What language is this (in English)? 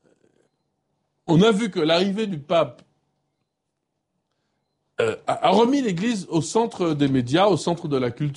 French